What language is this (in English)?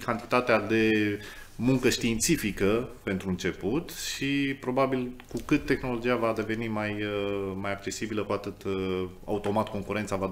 Romanian